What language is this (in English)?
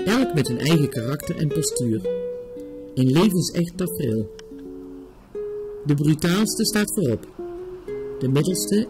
Dutch